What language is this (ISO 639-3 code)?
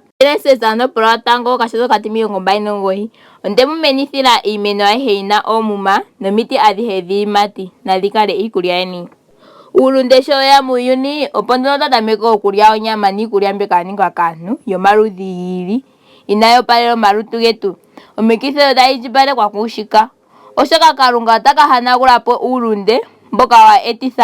ndo